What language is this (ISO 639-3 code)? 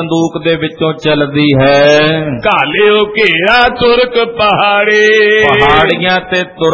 pan